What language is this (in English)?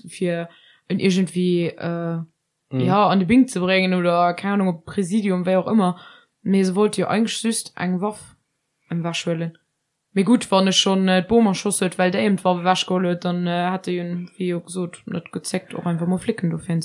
Luxembourgish